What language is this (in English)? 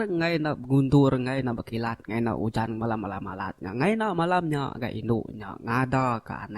Iban